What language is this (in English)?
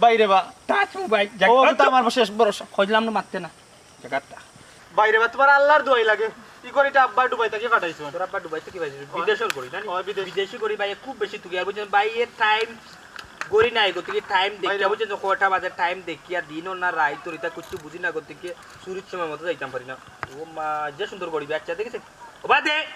Sylheti